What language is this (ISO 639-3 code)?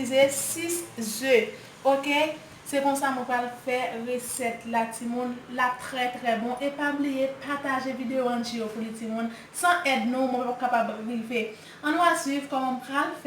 hat